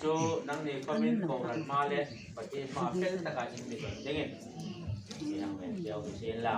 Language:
Hmar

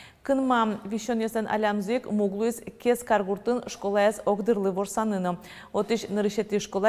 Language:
Udmurt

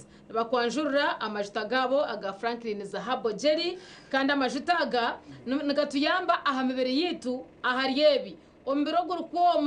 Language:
Nyankole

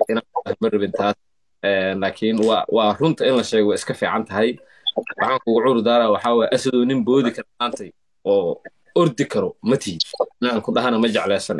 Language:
Somali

